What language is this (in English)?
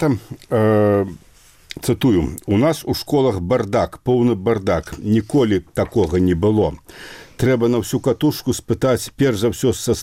Belarusian